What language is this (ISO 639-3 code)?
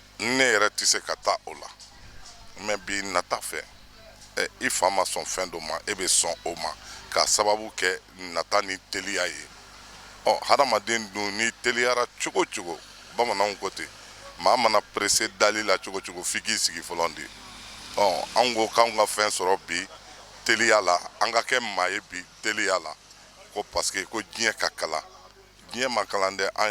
bam